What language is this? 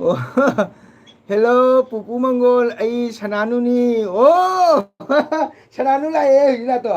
Manipuri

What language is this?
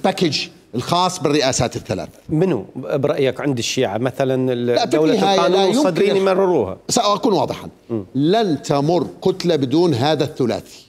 Mesopotamian Arabic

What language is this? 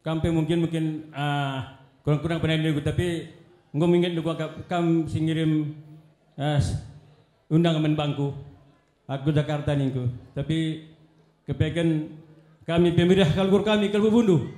Batak Karo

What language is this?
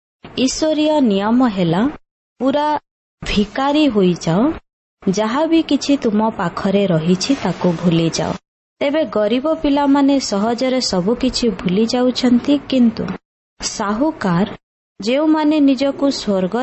Odia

